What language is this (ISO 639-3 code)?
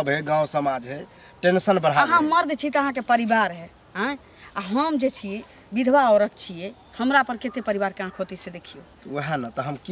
mai